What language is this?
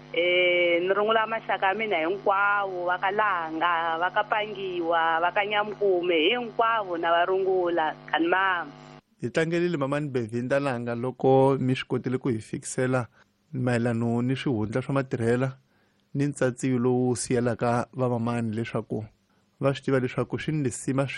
Tsonga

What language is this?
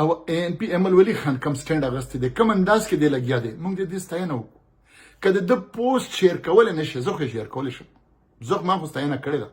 Pashto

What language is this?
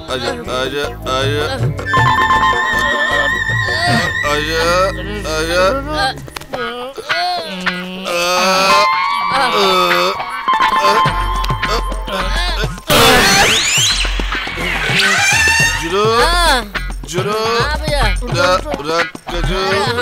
Bhojpuri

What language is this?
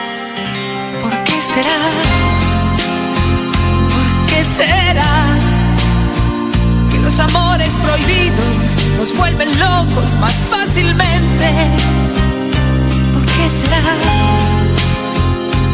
Spanish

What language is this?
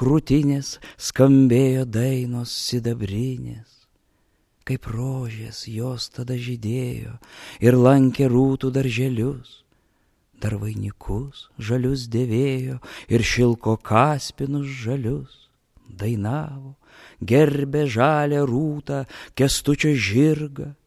Lithuanian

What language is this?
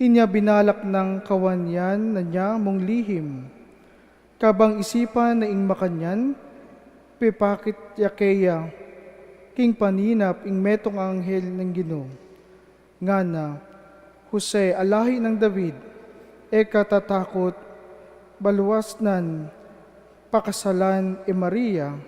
Pampanga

